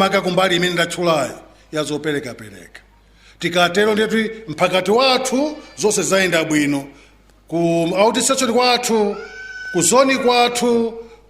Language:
Nyanja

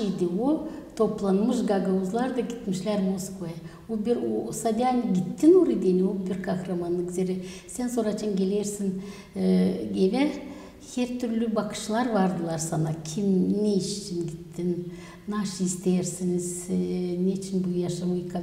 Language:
Gagauz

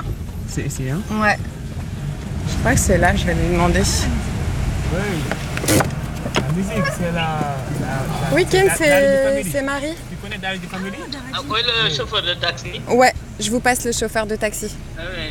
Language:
French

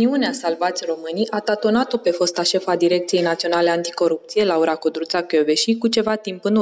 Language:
Romanian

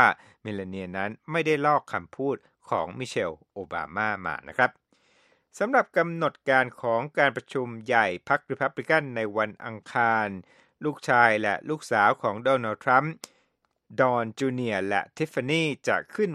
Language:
Thai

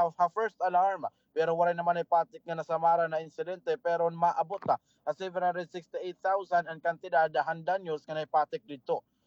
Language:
Waray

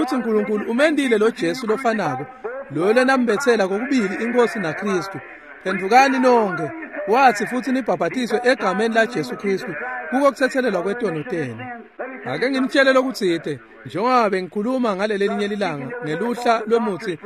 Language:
Swati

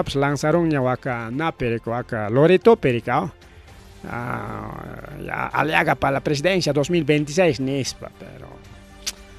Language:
Ayacucho Quechua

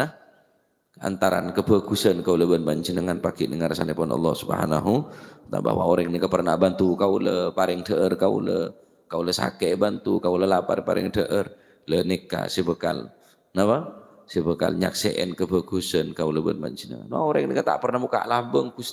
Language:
Madurese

